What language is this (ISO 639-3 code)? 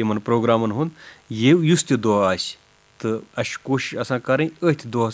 kas